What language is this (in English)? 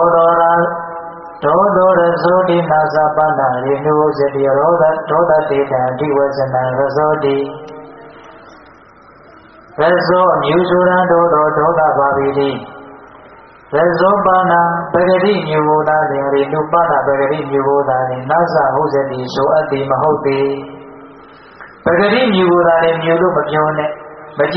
Burmese